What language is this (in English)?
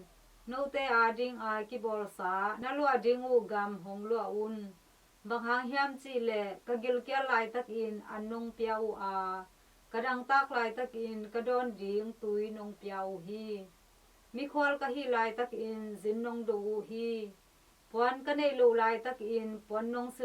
Tedim Chin